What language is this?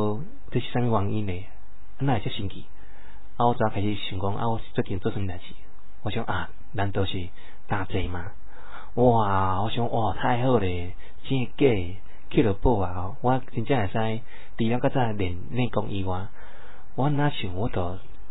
Min Nan Chinese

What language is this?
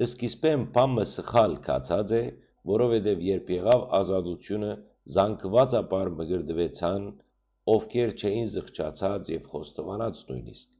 Western Armenian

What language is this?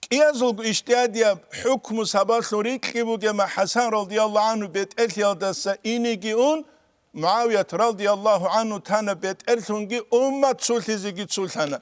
Avaric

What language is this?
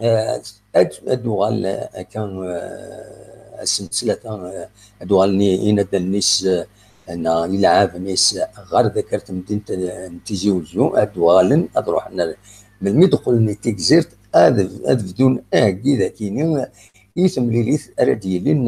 Kabyle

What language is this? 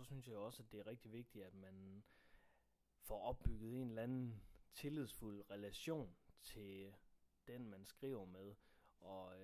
Danish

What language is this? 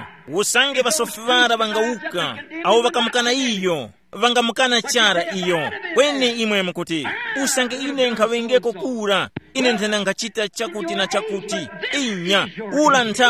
Tumbuka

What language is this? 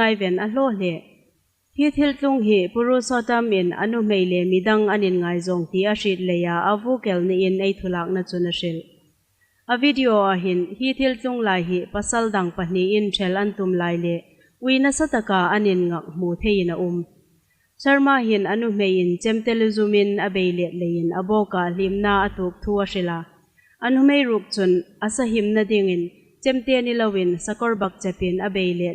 Hmar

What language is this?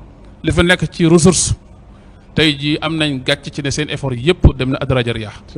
Wolof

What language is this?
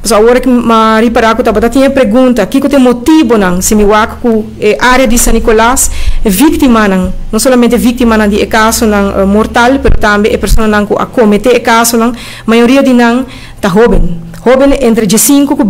Papiamento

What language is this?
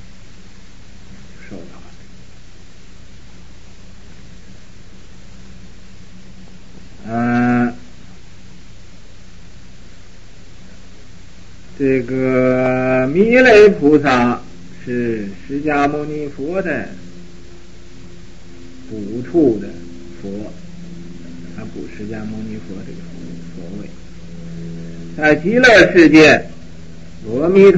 Chinese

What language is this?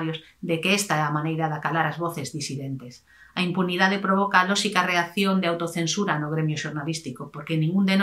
Galician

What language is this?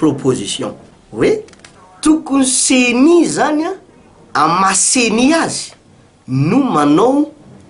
Malagasy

